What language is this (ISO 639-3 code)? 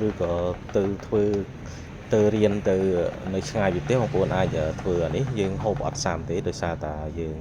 khm